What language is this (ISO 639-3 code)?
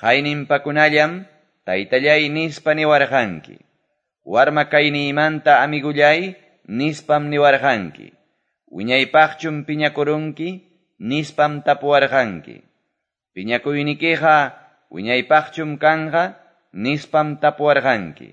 que